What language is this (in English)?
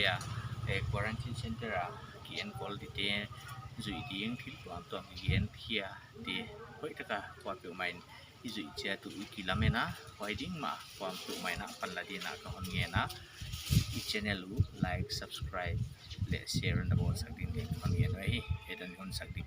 Paite Chin